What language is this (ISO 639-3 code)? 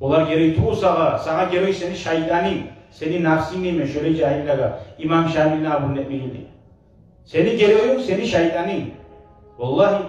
kum